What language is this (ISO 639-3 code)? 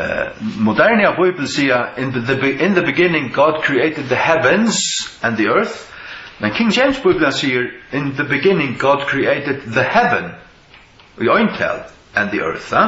fao